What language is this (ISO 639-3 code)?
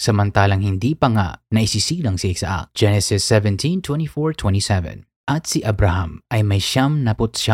fil